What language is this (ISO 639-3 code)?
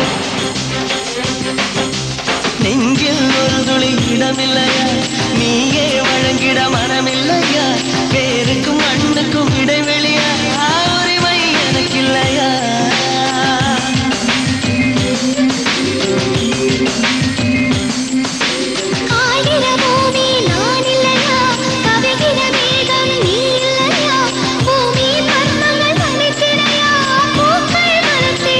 tam